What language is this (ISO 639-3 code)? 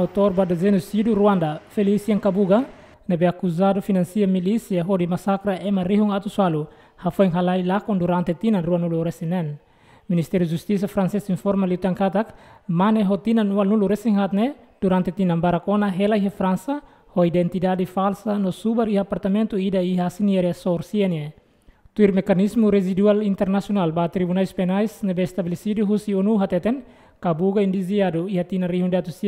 tet